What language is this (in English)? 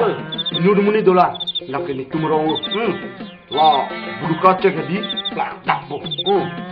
Karbi